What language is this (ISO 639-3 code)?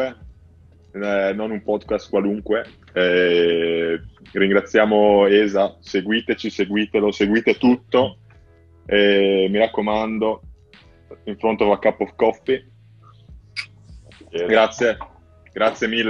ita